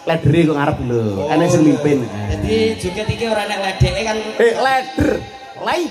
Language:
Javanese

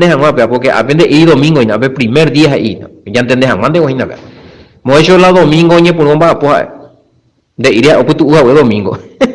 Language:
Guarani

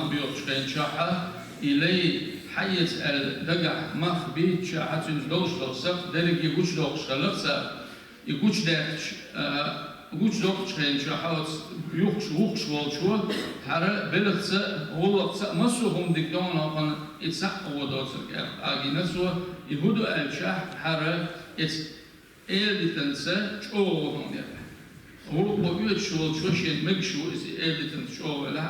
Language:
Chechen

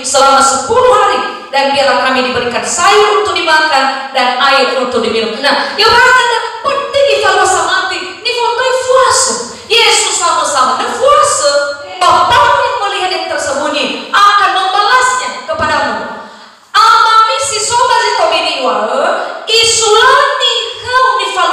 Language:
Nias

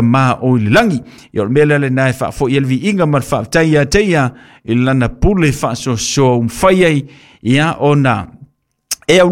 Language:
Samoan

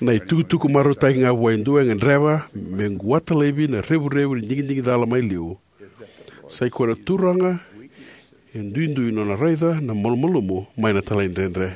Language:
Fijian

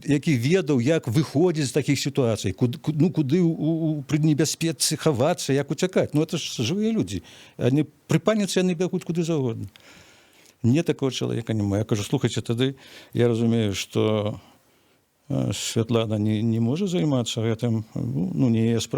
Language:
Belarusian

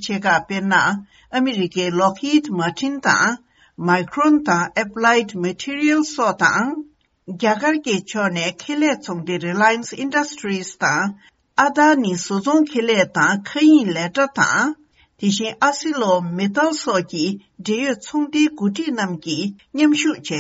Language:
Tibetan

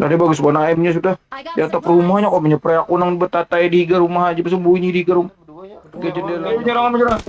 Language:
Banjar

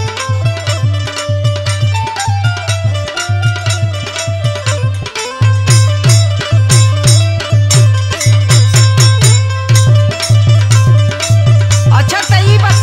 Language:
Bhojpuri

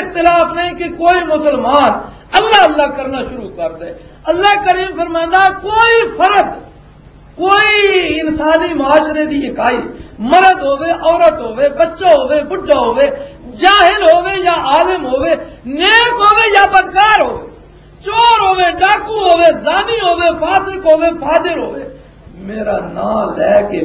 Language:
Western Panjabi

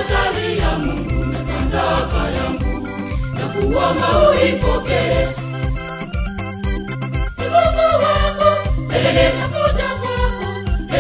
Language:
Swahili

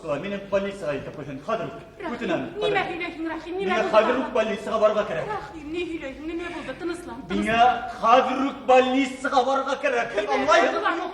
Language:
Bashkir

